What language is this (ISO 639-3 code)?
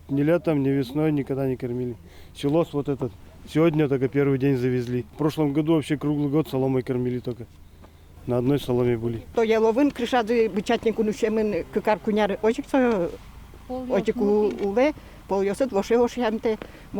udm